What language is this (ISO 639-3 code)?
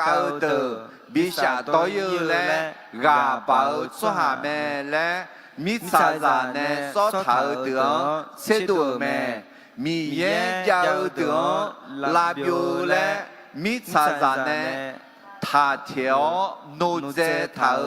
ahk